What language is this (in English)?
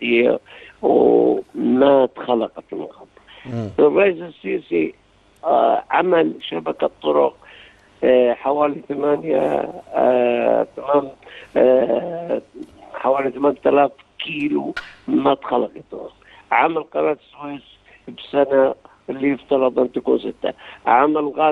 Egyptian Arabic